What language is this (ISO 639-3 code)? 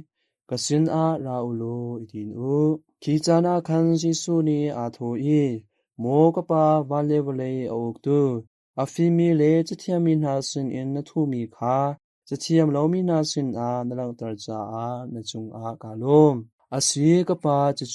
cnh